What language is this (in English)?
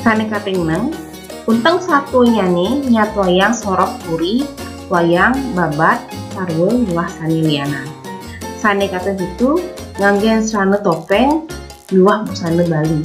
Balinese